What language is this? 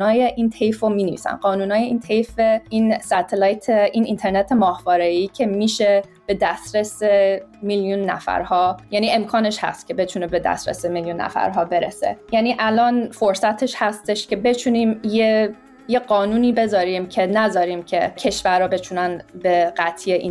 Persian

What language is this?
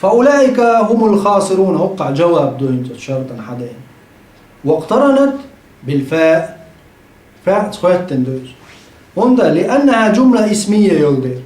Chechen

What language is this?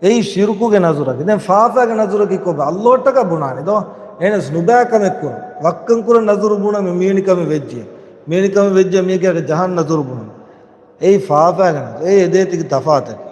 Divehi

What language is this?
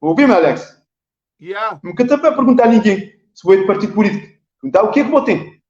Kabuverdianu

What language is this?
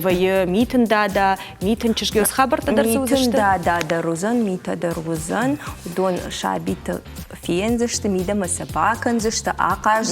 Ossetic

